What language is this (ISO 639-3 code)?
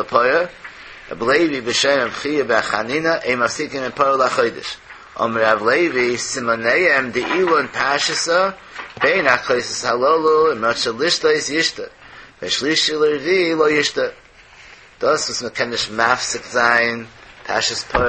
yid